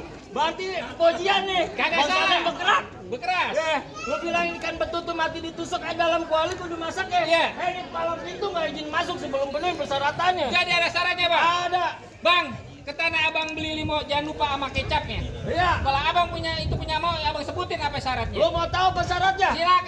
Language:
Betawi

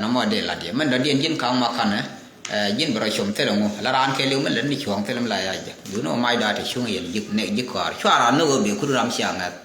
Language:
Nuer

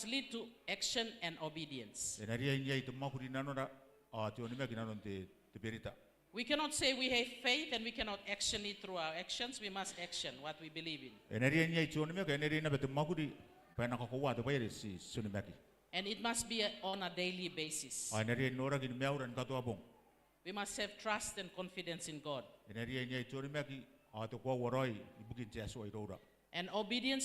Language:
Gilbertese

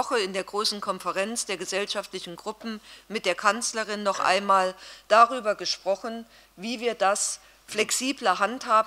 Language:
German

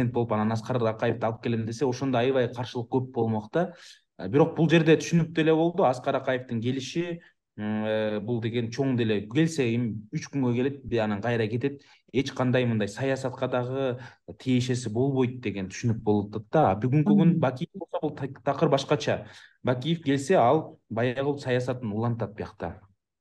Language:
Kyrgyz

